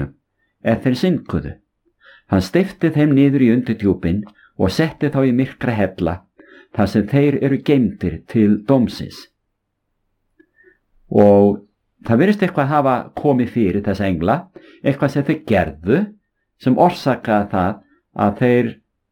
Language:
Icelandic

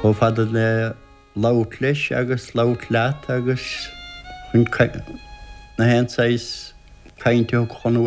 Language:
Irish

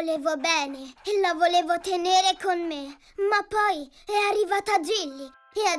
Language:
Italian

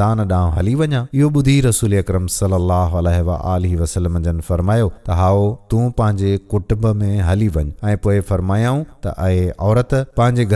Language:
Sindhi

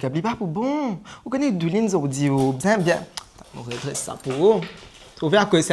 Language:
Morisyen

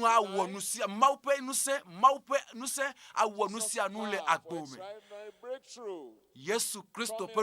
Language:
Ewe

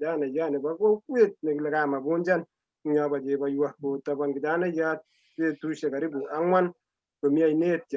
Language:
Kalenjin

